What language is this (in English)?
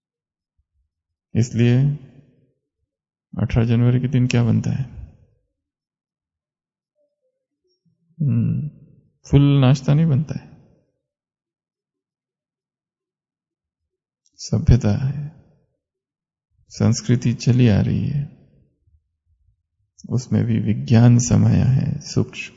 Hindi